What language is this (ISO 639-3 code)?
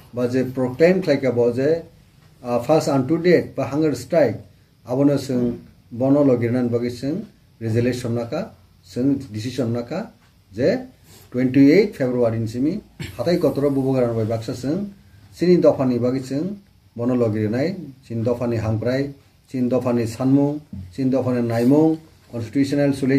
trp